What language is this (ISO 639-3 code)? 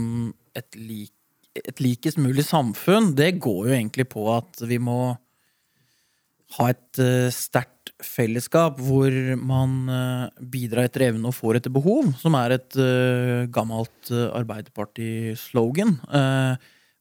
nor